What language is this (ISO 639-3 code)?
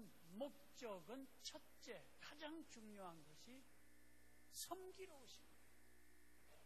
kor